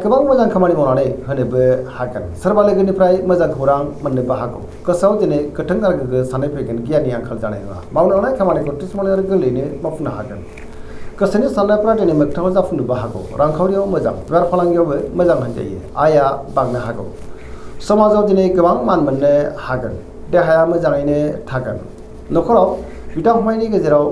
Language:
Bodo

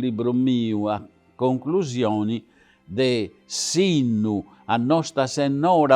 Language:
Sardinian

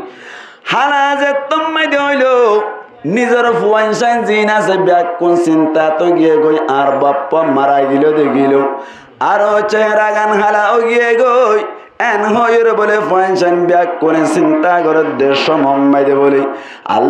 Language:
Rohingya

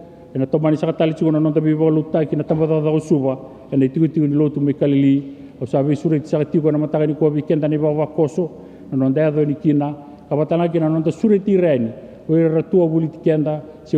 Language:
Fijian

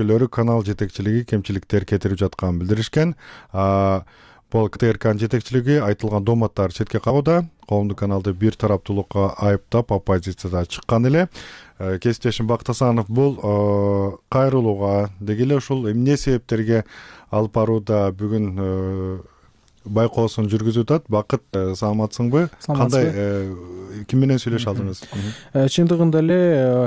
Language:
Kyrgyz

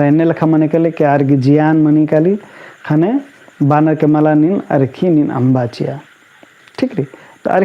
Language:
Kurukh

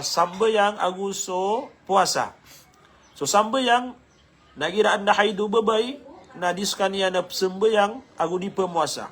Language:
Maranao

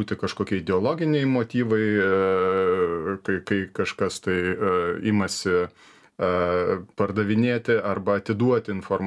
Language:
Lithuanian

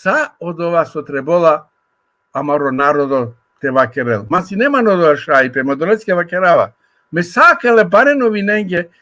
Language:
Balkan Romani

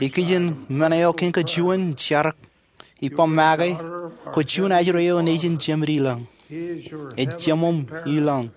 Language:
Marshallese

